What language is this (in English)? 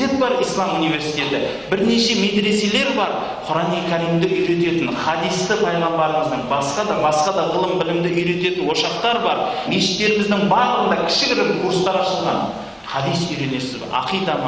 Kazakh